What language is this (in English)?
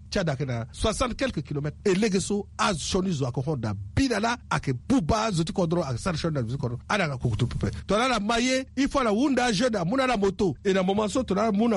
Sango